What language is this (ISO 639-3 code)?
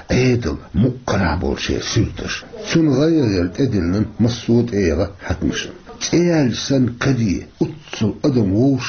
che